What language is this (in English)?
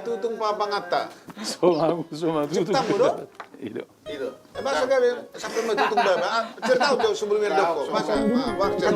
Batak Toba